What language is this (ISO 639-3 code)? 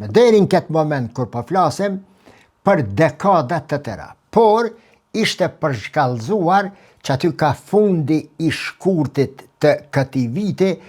sqi